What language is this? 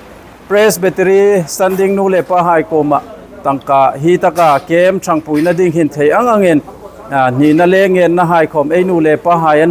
Hmar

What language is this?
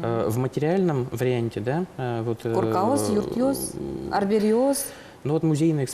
Udmurt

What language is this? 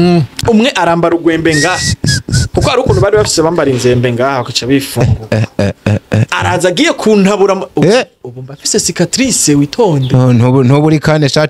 Rundi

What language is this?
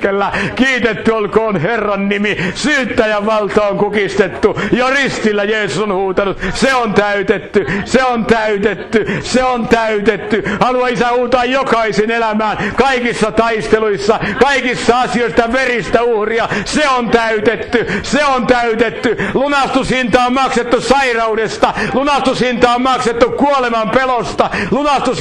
Finnish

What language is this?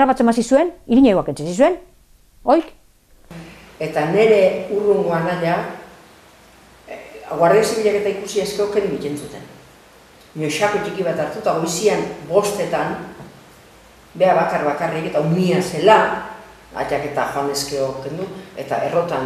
Basque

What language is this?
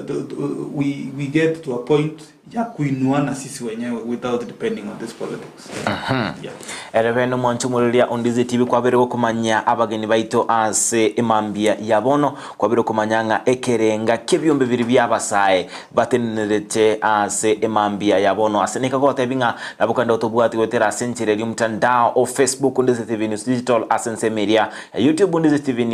Gusii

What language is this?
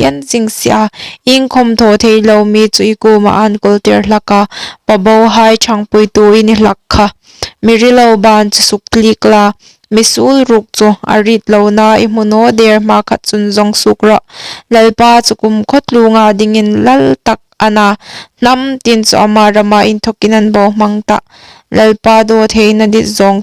Hmar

